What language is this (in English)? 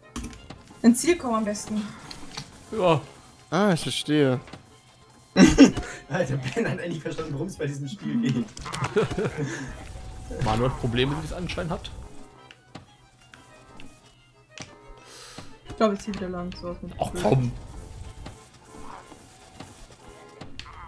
German